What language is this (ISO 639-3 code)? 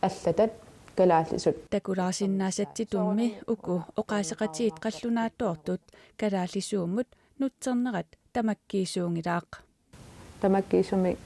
kal